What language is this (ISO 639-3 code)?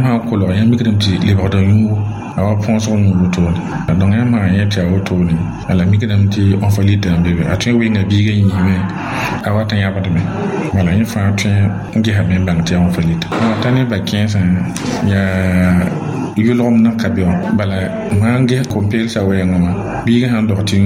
mos